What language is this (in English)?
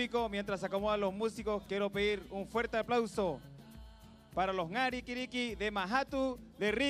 Rapanui